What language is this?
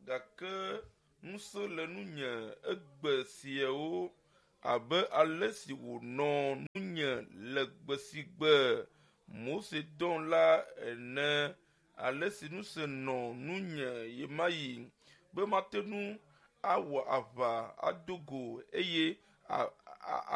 Ewe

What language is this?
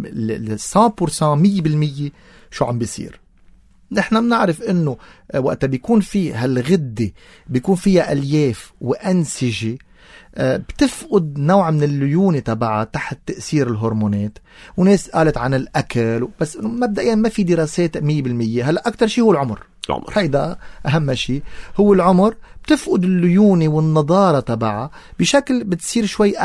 North Levantine Arabic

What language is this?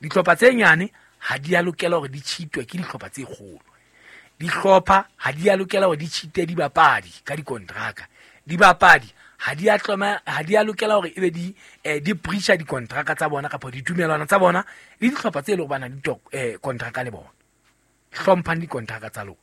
Southern Sotho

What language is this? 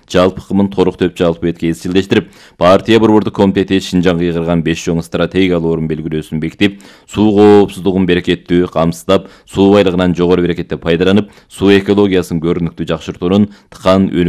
Kyrgyz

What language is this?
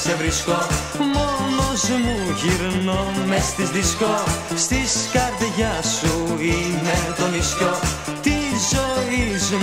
Greek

